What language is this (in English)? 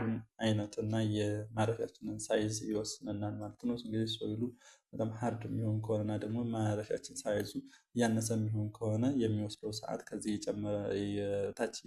Amharic